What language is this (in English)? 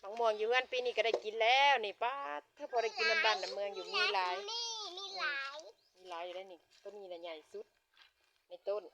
Lao